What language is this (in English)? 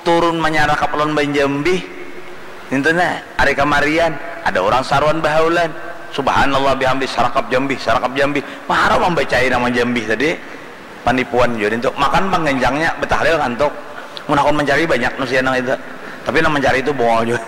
Banjar